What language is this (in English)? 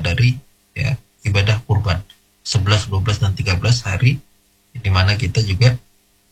Indonesian